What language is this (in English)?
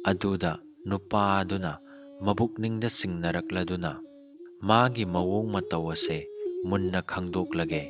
Manipuri